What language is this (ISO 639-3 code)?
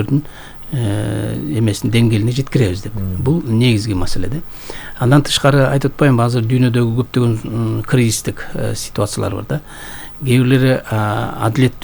kir